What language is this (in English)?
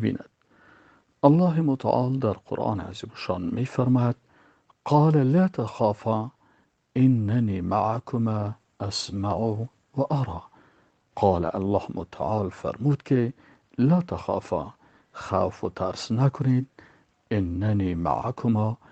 Persian